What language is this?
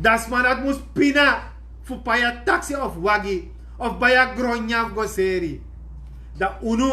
Sranan Tongo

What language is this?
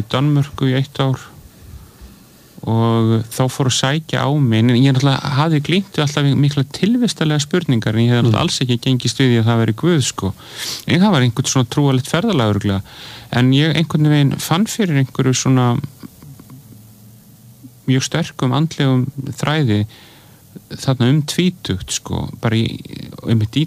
Icelandic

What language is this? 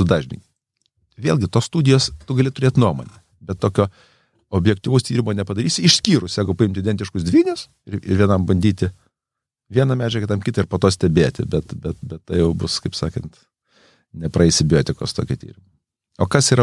Lithuanian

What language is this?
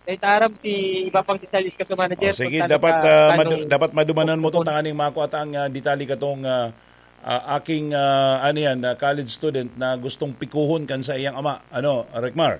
Bikol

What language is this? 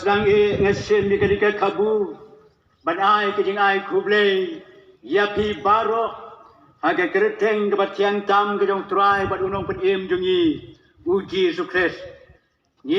Khasi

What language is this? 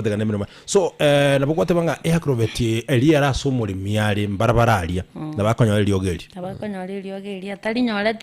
Gusii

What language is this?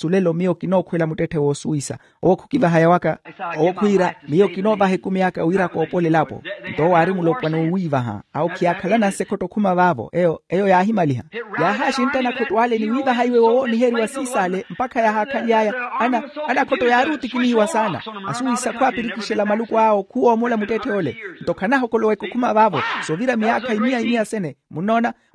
Makhuwa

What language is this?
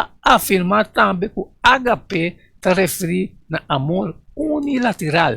Papiamento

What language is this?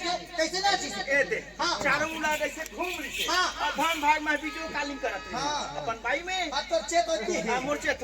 Chhattisgarhi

